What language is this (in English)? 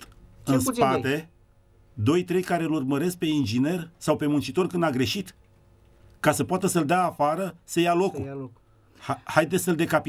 Romanian